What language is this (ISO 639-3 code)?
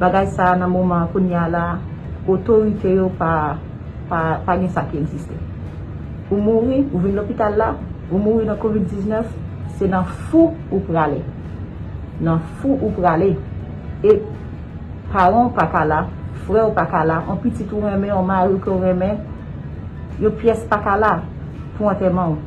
hat